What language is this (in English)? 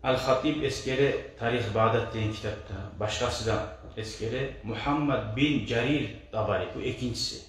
Kumyk